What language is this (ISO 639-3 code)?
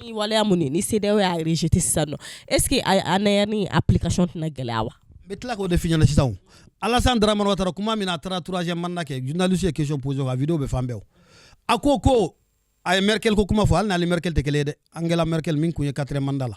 bam